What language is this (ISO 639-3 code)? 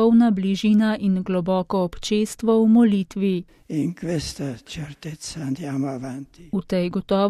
slv